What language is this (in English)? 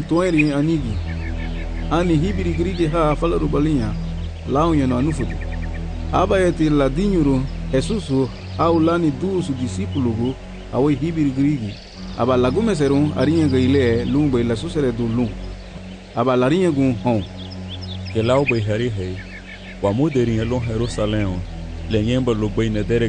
Garifuna